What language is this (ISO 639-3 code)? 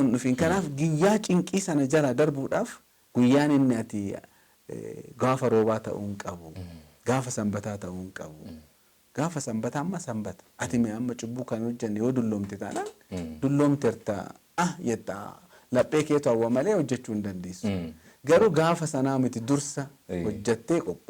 orm